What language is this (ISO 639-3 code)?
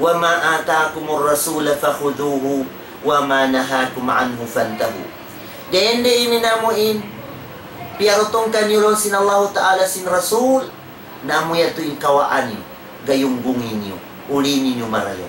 tsg